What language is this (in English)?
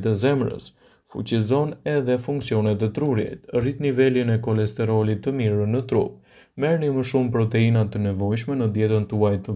Albanian